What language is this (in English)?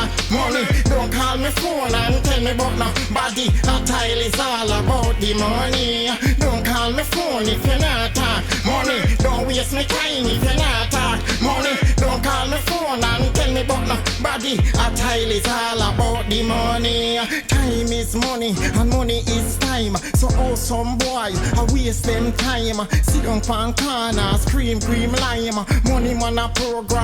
Jamaican Creole English